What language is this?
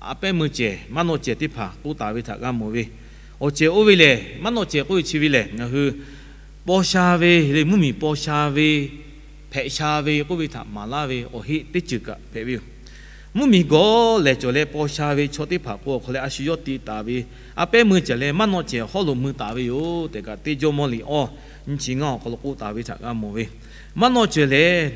Lahu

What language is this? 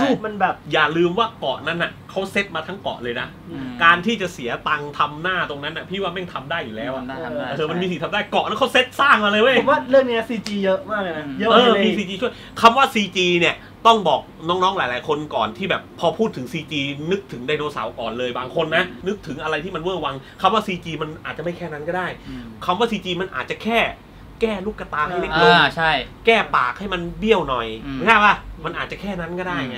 Thai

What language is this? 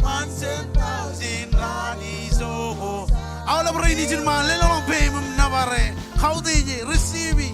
Marshallese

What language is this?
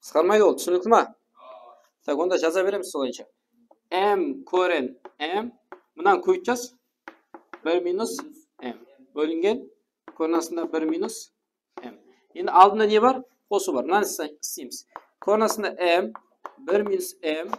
Kara-Kalpak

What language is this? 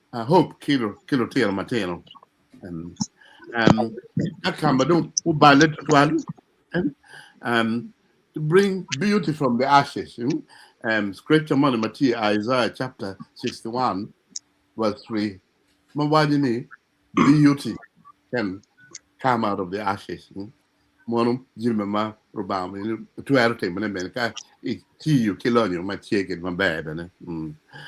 Acoli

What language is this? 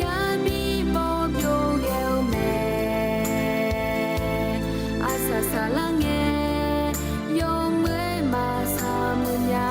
Akha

